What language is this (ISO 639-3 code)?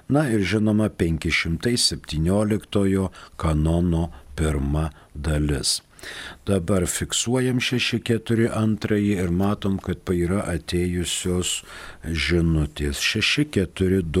lit